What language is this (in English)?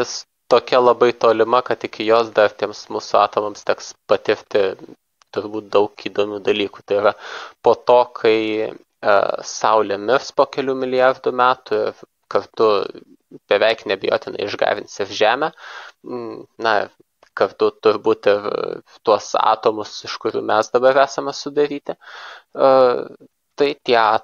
Lithuanian